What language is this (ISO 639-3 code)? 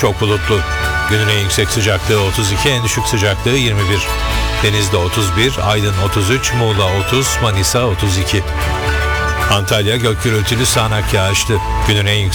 tur